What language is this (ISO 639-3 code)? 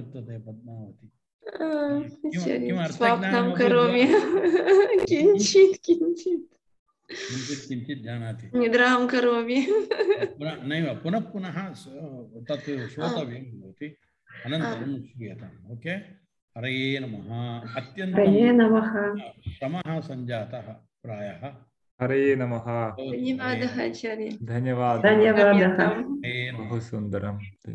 san